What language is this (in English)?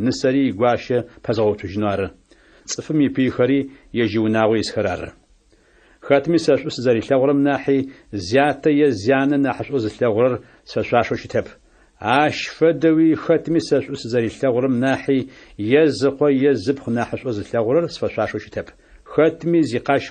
Adyghe